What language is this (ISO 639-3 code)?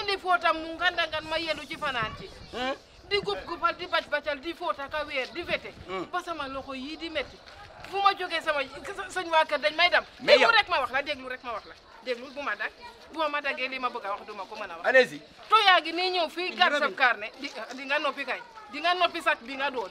wol